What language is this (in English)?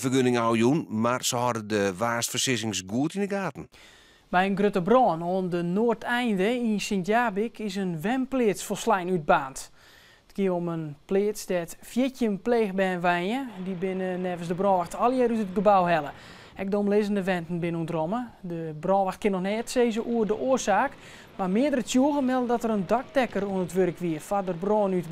Western Frisian